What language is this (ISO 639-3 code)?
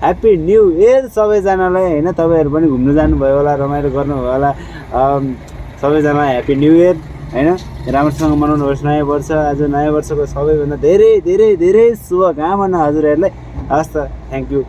nep